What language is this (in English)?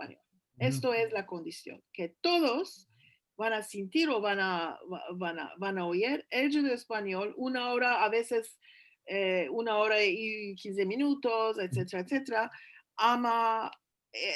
Ladino